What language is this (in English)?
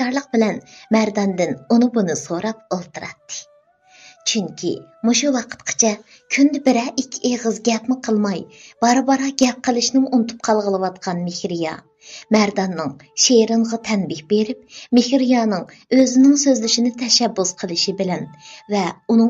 Uyghur